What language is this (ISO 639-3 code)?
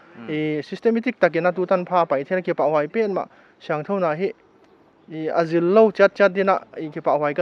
pck